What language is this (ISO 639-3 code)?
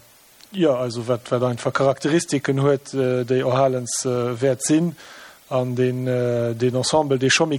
ltz